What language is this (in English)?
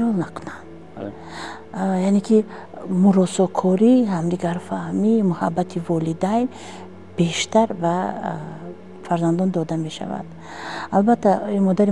Tajik